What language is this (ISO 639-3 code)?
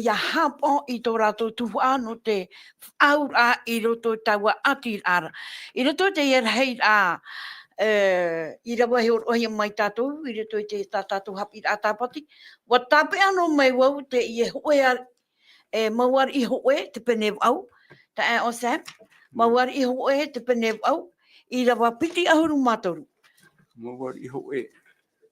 tah